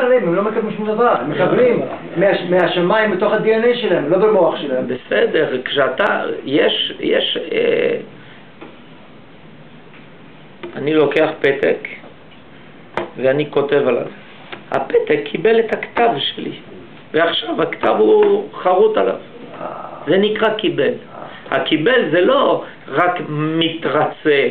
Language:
Hebrew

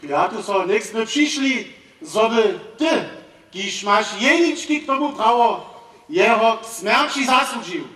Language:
Upper Sorbian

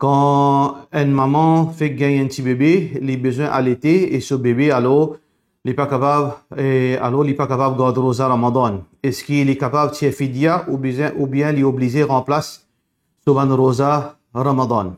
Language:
Morisyen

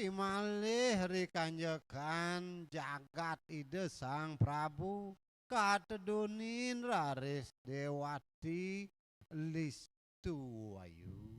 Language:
Balinese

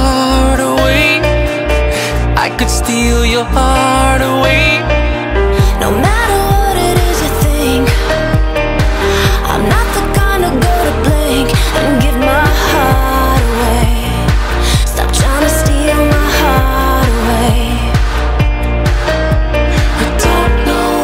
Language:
English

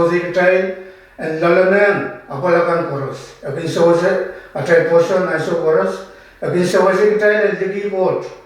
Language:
Pohnpeian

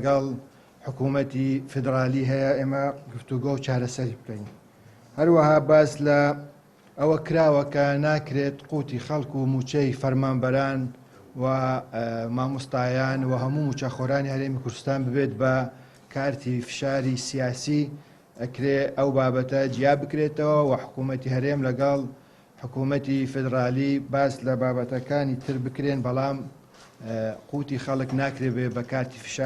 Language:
Central Kurdish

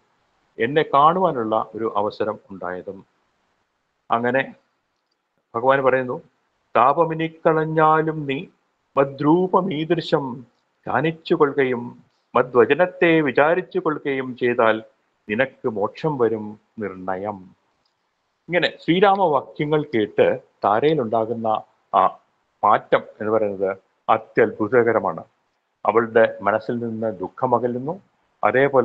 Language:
Malayalam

